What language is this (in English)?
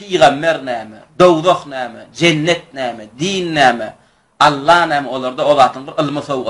Turkmen